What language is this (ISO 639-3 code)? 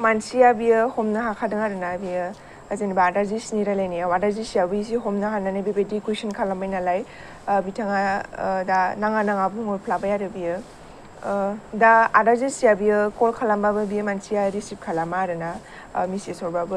brx